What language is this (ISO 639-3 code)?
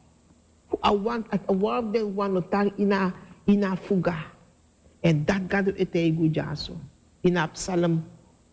srn